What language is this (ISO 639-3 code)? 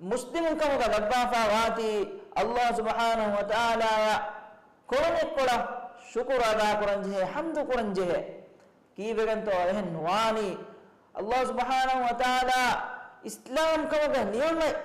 div